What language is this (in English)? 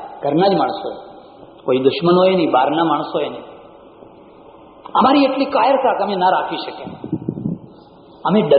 Gujarati